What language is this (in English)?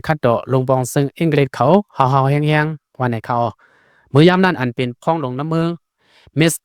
Shan